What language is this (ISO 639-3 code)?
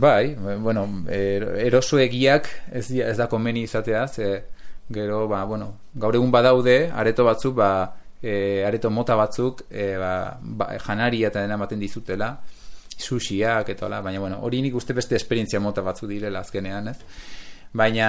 eus